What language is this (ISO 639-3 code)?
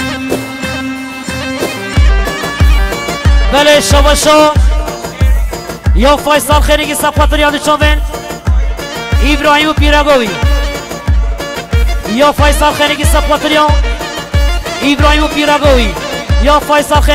fas